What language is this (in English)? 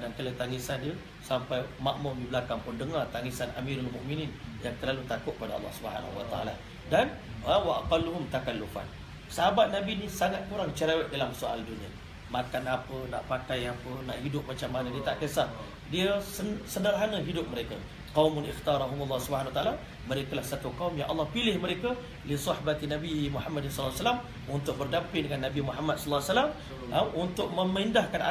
Malay